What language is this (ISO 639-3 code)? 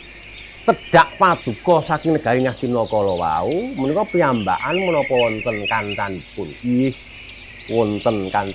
jav